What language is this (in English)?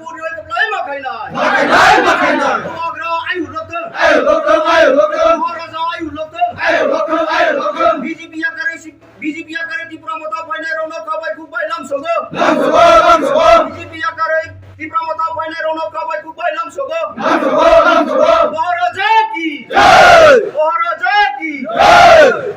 Kok Borok